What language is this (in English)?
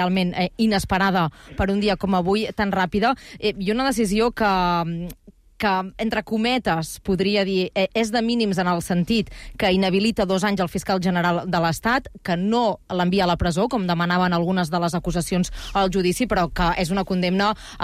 Catalan